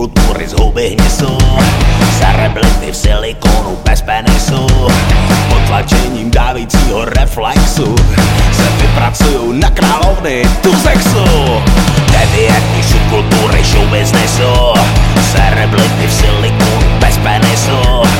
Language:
Czech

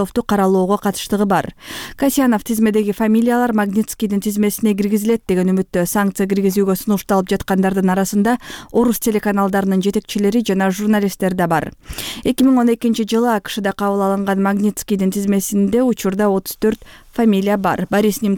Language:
Kyrgyz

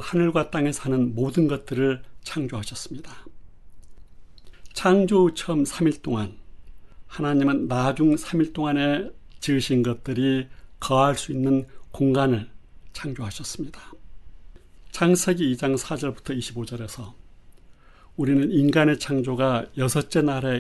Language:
Korean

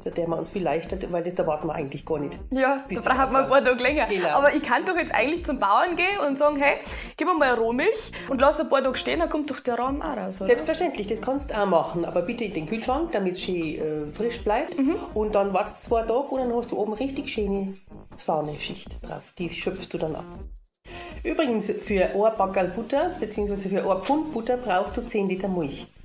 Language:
Bavarian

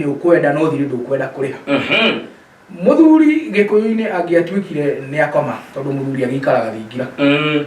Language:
Kikuyu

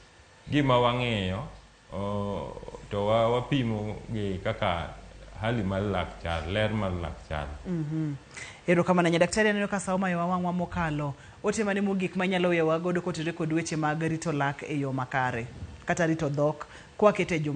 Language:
Luo (Kenya and Tanzania)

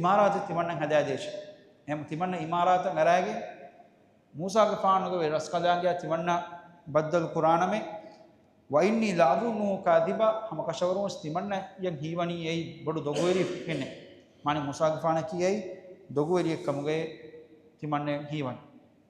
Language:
Divehi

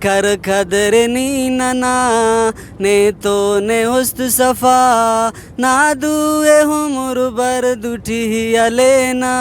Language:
Brahui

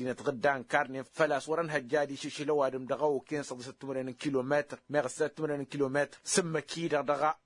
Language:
Tamasheq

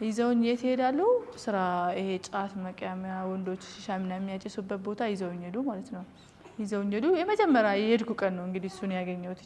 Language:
Amharic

